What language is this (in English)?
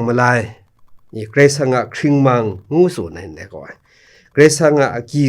Kachin